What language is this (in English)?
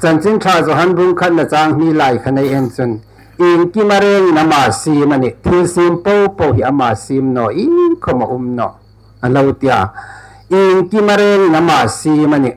Hmar